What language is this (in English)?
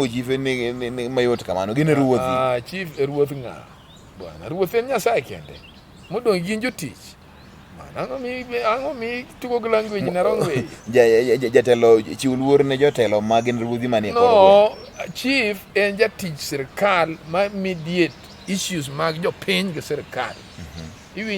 Luo (Kenya and Tanzania)